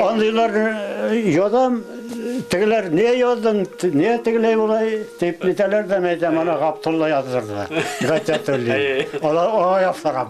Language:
Bashkir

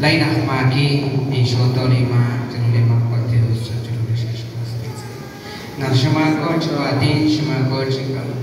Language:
Kekchí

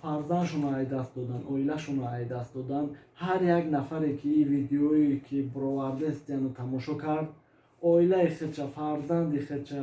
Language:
Tajik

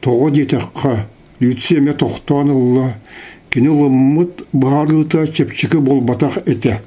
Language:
Yakut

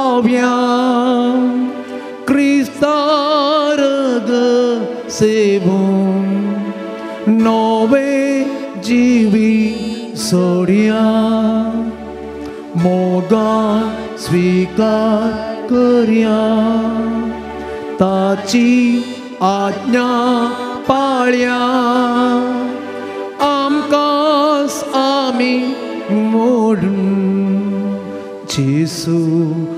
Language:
Konkani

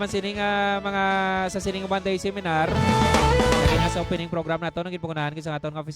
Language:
Hiligaynon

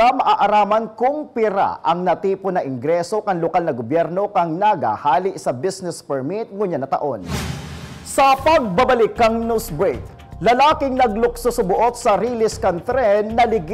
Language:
Bikol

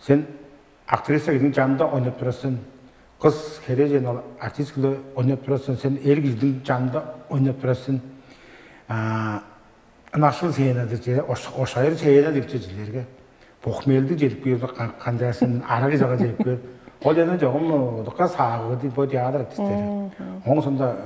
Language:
Tuvinian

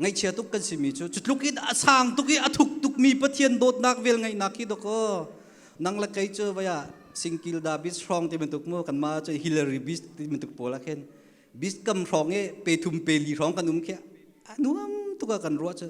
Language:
Hakha Chin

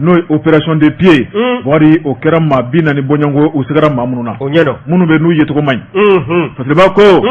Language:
Bambara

